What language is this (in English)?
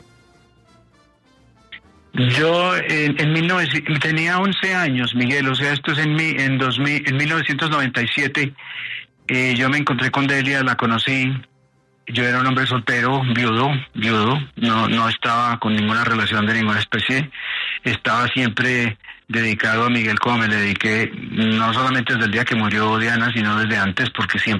Spanish